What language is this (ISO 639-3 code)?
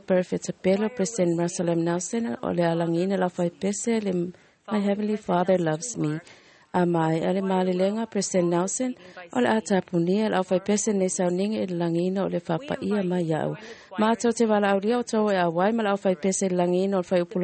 smo